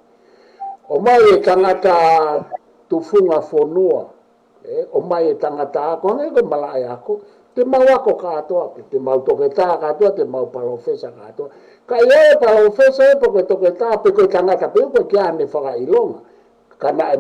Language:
Tongan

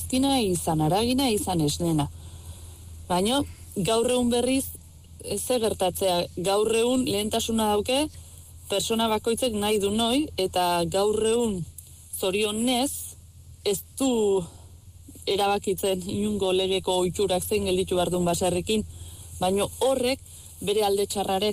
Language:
Basque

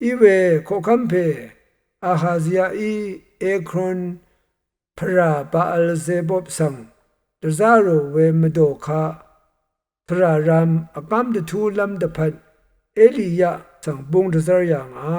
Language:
Rawang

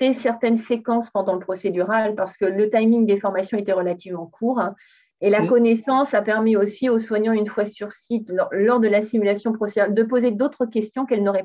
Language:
French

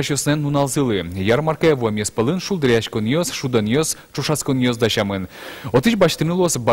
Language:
Udmurt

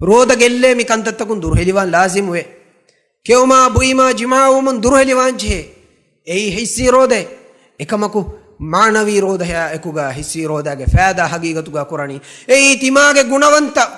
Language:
Divehi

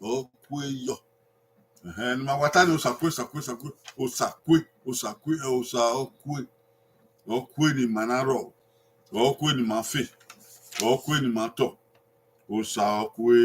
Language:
Bini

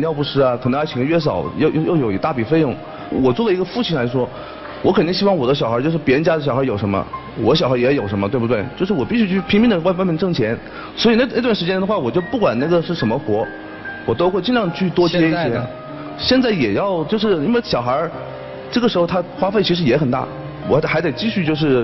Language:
Chinese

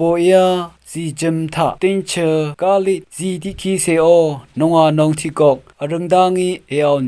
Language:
Rawang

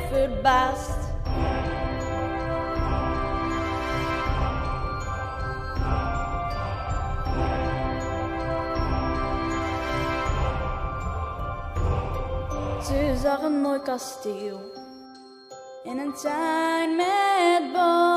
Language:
Dutch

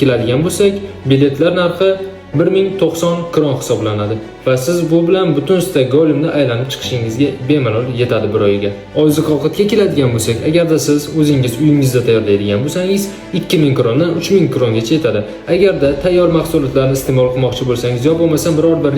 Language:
Uzbek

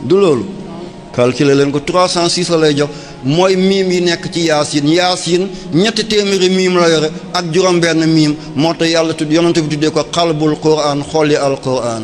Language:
Wolof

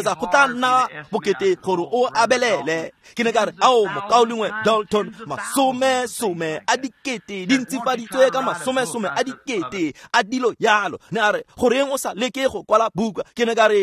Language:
Tswana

